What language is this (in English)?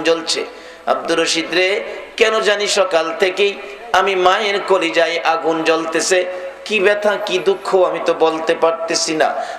Bangla